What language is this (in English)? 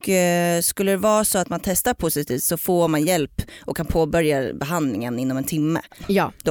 Swedish